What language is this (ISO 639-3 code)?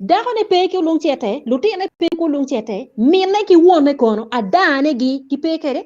ach